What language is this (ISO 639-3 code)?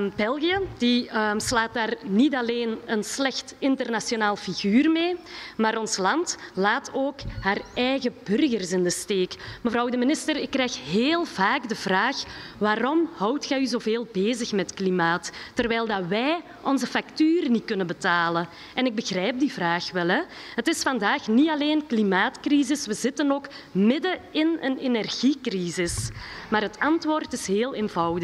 nld